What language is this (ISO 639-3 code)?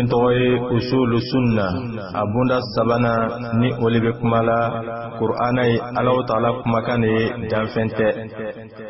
bam